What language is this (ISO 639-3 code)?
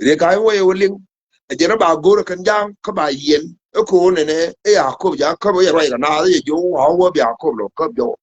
nus